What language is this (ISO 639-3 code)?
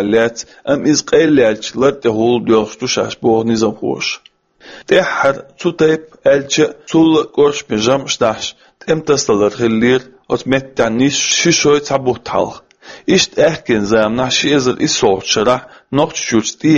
che